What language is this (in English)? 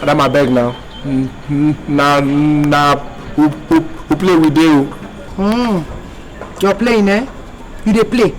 Nigerian Pidgin